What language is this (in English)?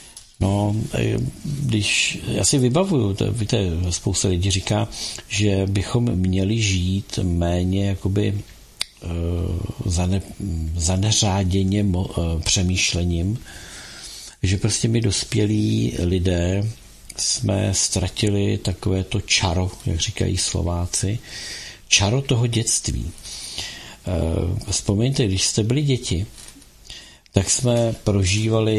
Czech